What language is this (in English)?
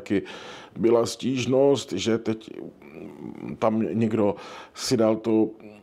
Czech